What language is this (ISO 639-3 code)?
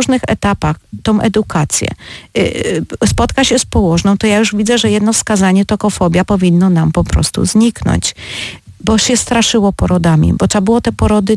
pol